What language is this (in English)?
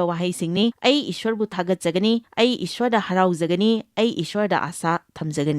Manipuri